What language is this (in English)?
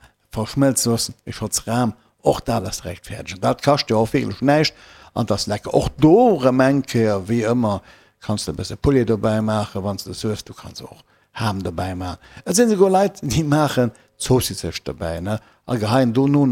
Luxembourgish